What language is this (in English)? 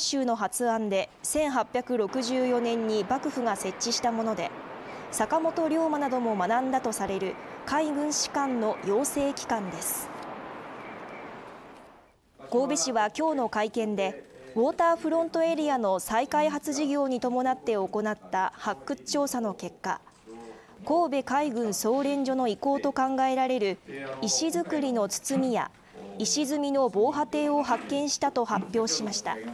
Japanese